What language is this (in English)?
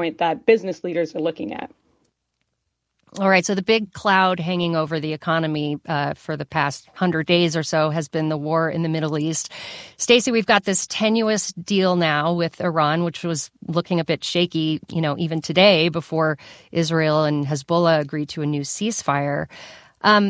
English